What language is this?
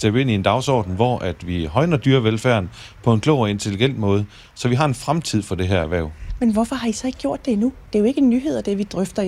Danish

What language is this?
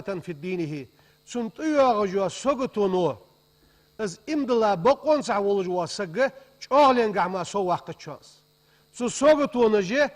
Ingush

